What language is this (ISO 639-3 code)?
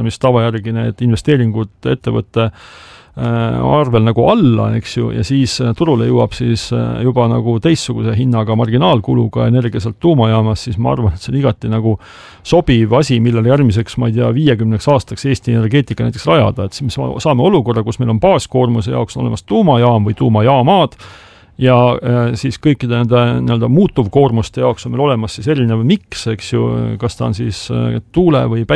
est